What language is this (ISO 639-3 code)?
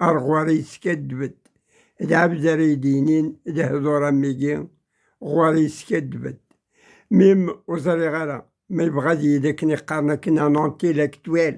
kab